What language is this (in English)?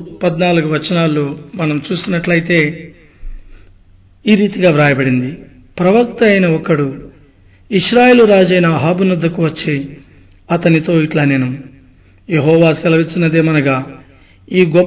Telugu